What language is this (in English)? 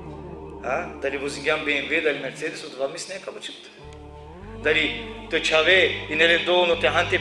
Balkan Romani